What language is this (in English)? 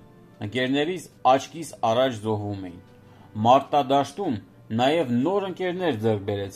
Armenian